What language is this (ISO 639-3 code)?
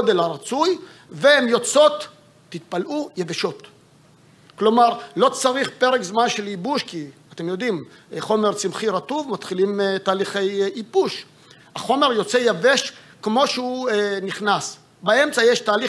heb